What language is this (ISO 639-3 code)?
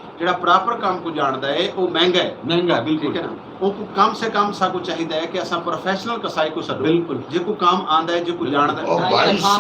skr